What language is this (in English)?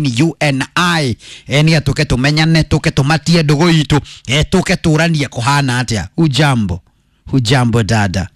Kikuyu